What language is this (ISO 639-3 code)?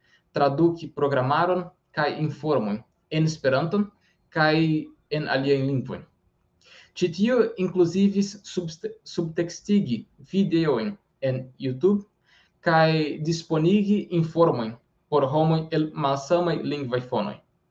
epo